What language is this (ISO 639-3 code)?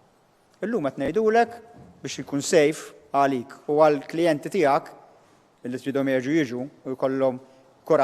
mlt